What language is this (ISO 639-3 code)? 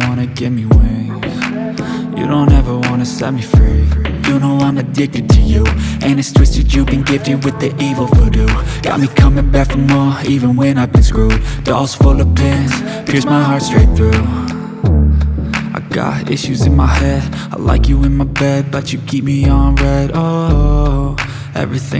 eng